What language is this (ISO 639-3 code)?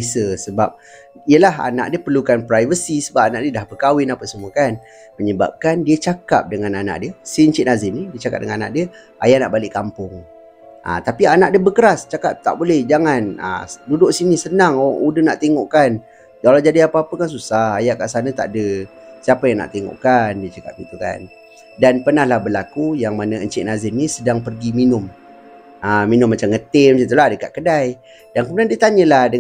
msa